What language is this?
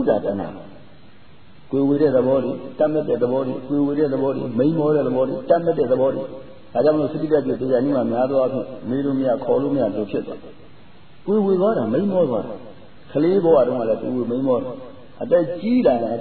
Burmese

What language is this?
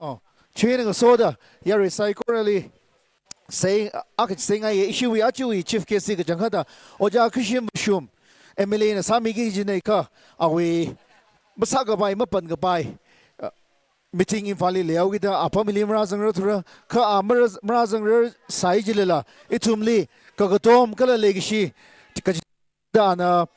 Tangkhul Naga (India)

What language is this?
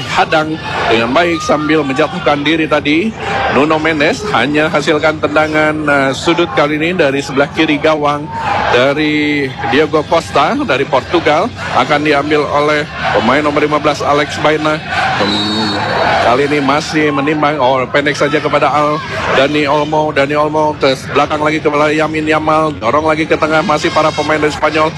Indonesian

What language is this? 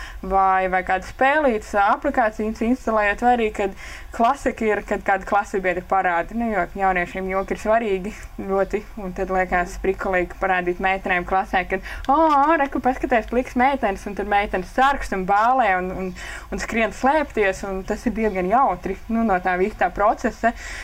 Latvian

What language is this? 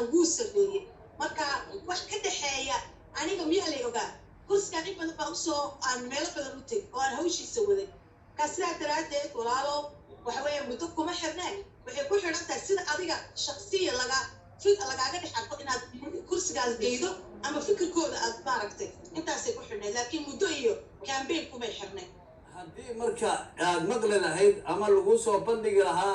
Somali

